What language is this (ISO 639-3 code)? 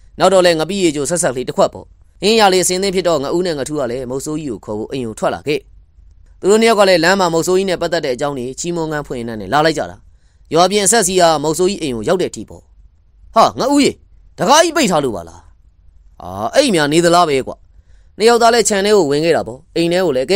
mya